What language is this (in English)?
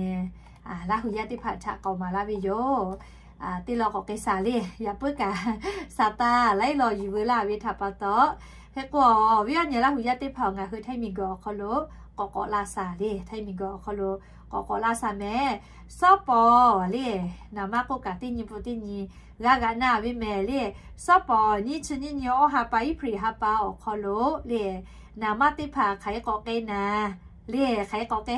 Lahu